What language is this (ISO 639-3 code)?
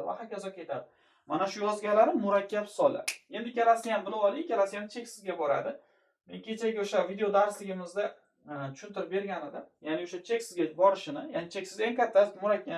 uzb